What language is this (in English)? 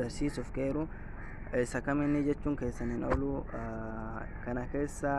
Oromo